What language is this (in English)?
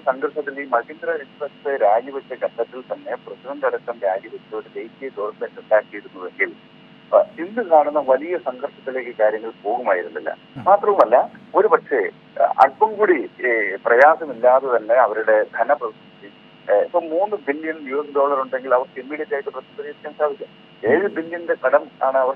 Malayalam